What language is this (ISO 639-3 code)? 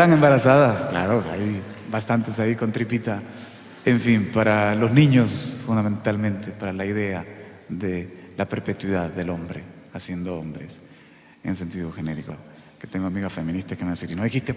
spa